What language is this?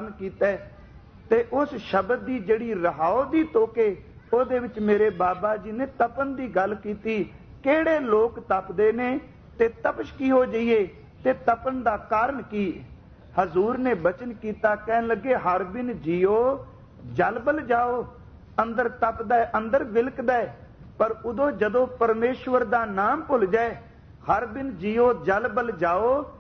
Punjabi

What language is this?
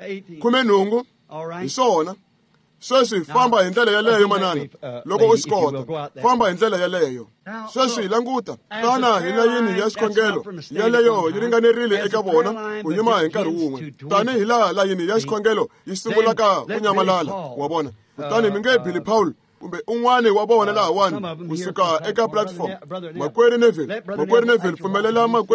Tsonga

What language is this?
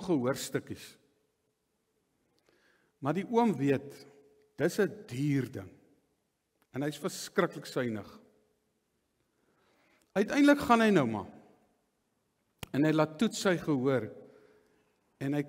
Afrikaans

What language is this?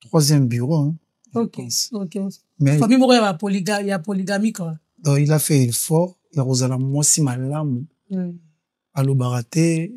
Lingala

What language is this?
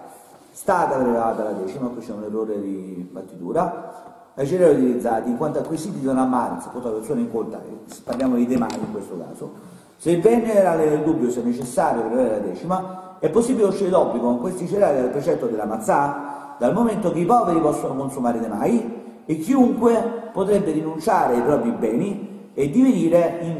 Italian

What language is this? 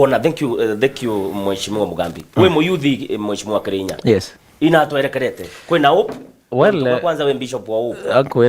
Meru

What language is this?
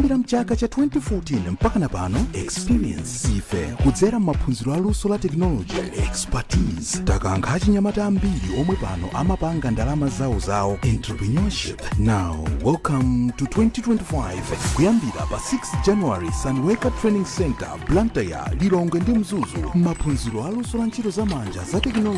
Nyanja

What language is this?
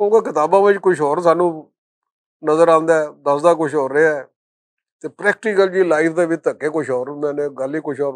Western Panjabi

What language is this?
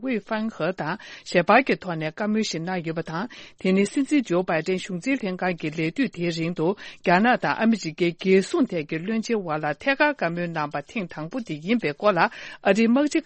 Tibetan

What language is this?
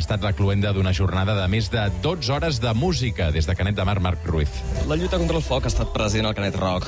Catalan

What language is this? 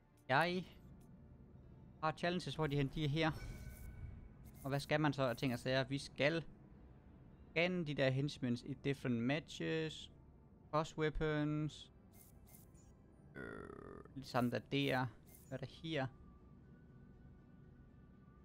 Danish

